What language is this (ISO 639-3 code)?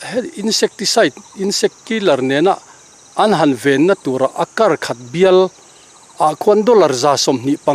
lus